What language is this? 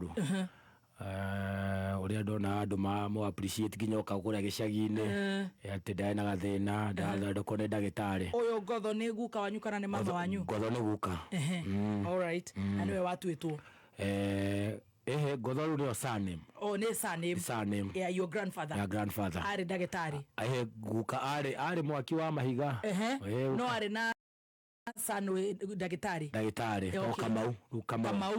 Kikuyu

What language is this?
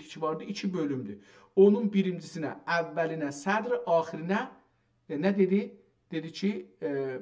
South Azerbaijani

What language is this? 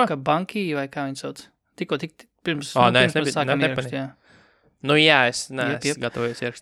Latvian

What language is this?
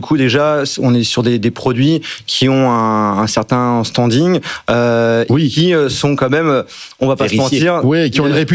French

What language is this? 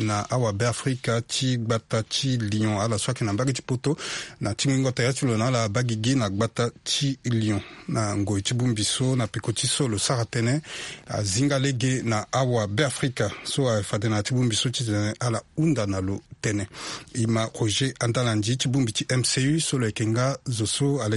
Sango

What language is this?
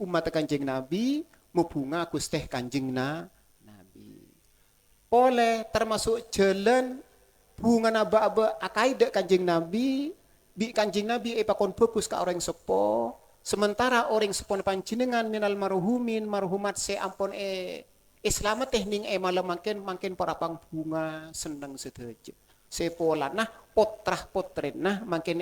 Madurese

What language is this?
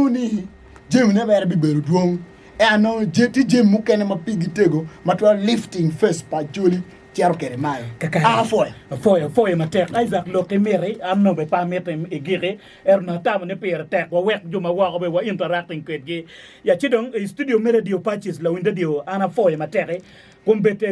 Acoli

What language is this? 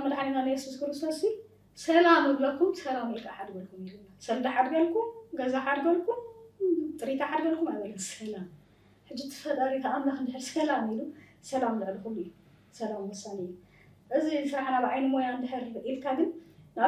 Tigrinya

